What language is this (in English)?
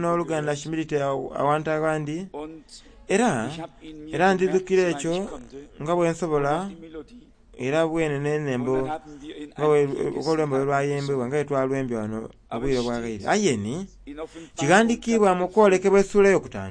Soga